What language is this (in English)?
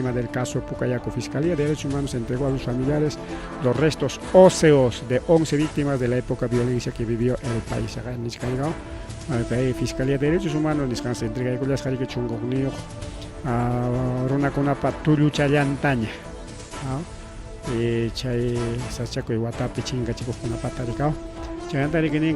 Ayacucho Quechua